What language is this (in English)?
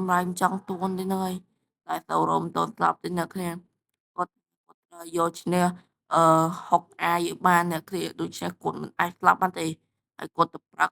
Khmer